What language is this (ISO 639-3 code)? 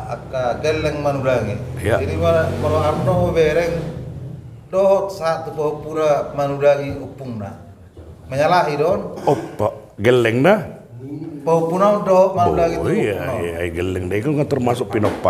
bbc